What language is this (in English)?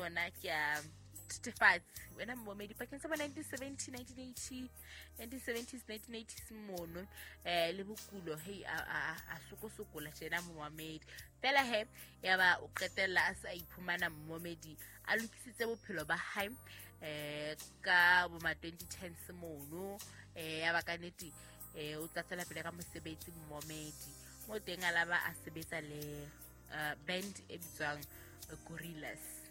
Southern Sotho